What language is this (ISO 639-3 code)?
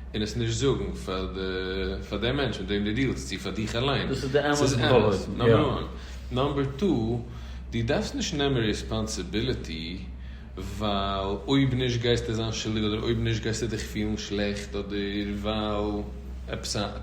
yid